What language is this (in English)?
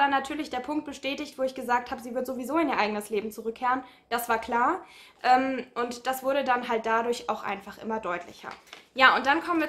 German